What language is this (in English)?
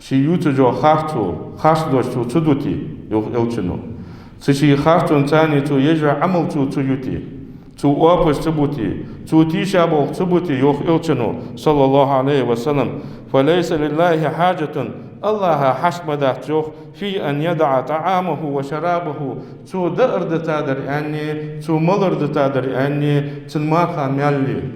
Ingush